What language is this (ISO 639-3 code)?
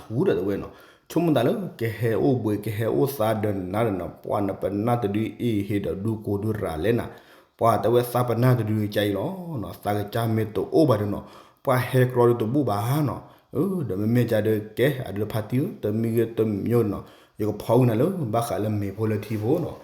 ksw